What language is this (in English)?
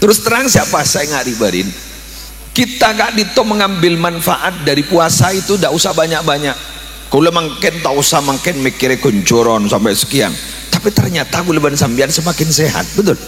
Madurese